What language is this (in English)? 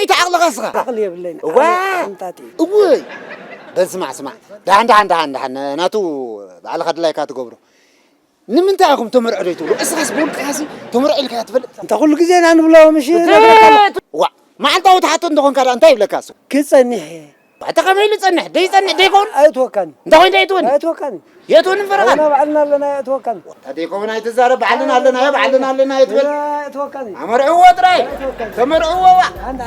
Tigrinya